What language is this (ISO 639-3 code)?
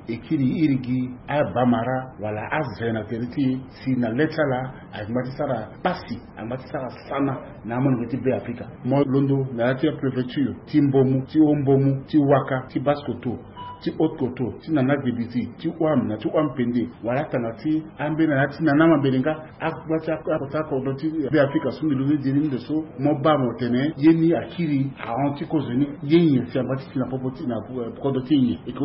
sag